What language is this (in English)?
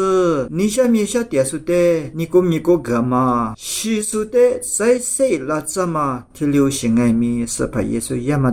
Lisu